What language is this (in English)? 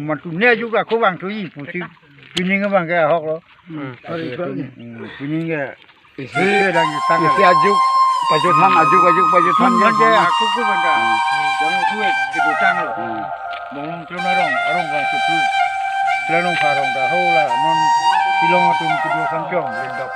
Karbi